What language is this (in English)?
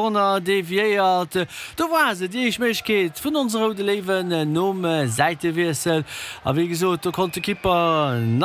Luxembourgish